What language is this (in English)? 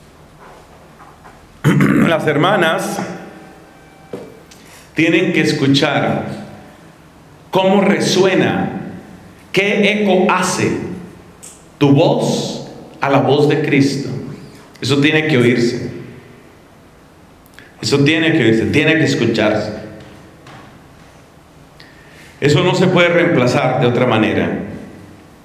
Spanish